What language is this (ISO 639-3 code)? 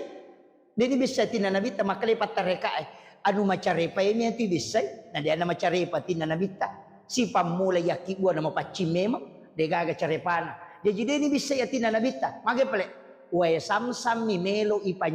bug